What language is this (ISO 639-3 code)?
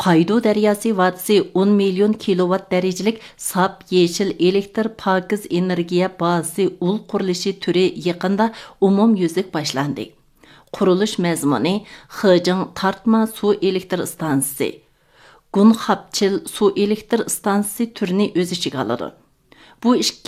uig